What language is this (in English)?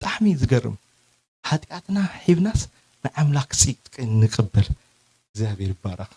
Tigrinya